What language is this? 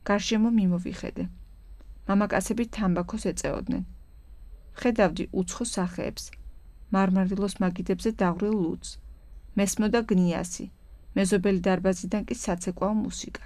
Georgian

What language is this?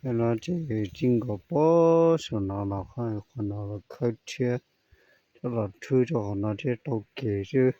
Hmong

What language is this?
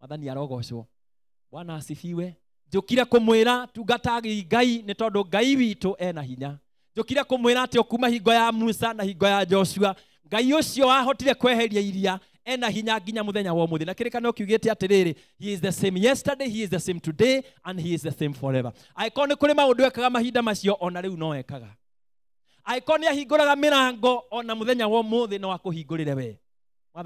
Kikuyu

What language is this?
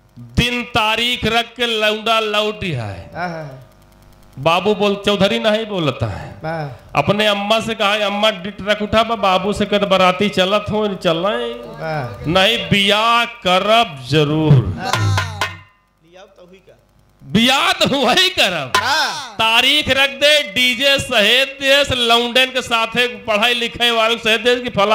Bhojpuri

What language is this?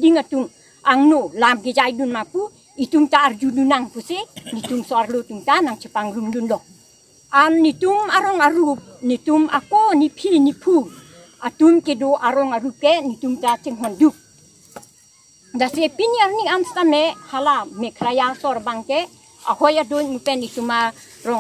Karbi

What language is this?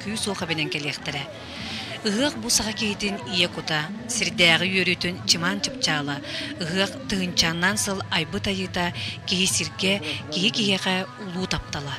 Yakut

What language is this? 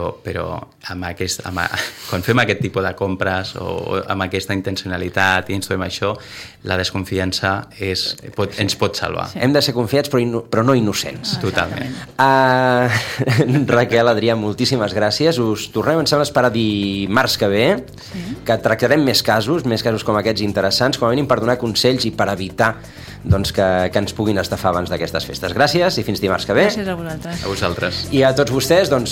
Catalan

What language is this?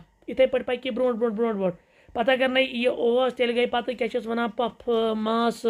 Kashmiri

